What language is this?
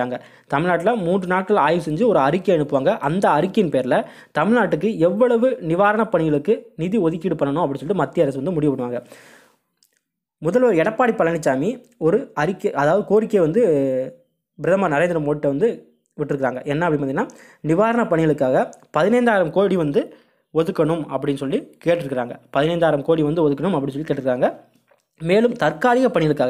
Tamil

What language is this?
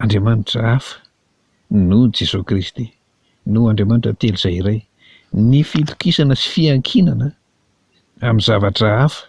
Malagasy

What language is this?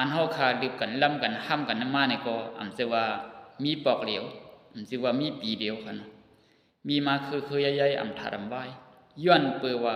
Shan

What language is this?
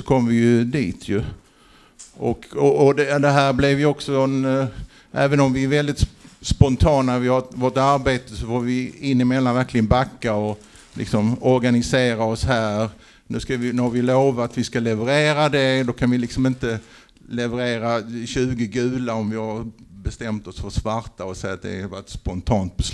Swedish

